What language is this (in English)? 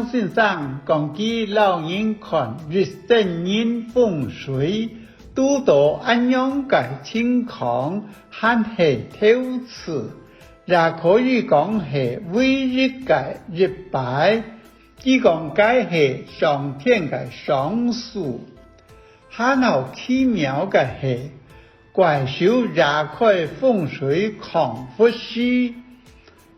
Hakka Chinese